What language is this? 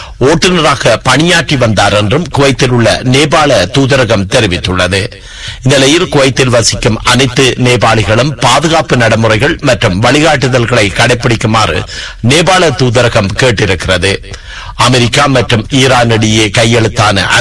Tamil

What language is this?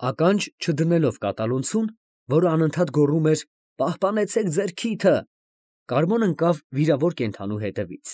Armenian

